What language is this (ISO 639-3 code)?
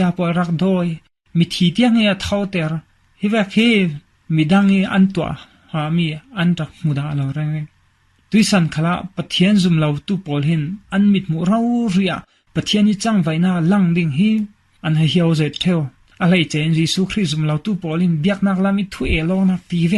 cfm